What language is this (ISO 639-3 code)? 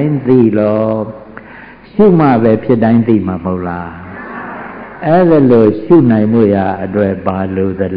mya